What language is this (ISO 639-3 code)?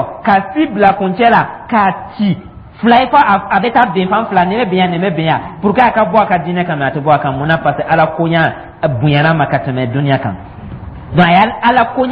dyu